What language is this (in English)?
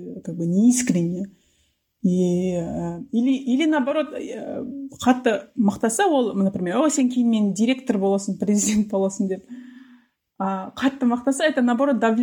Kazakh